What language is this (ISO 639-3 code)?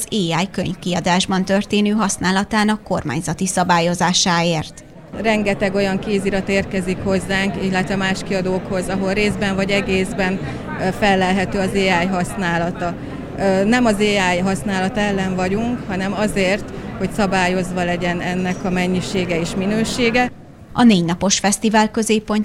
hun